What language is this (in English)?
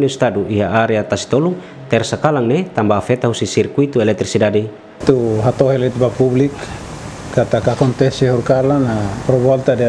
Tetum